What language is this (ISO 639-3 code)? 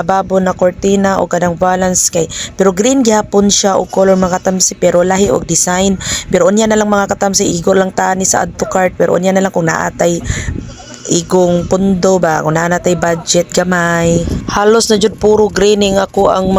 ceb